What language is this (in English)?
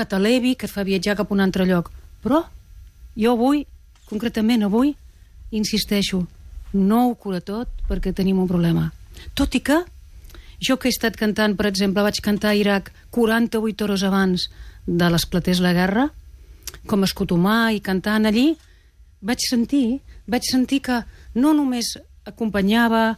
Catalan